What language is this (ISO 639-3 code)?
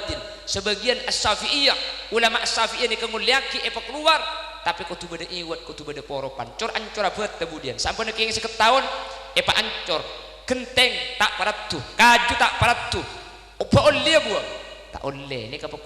mad